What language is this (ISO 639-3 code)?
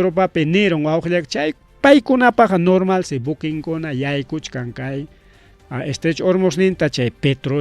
quy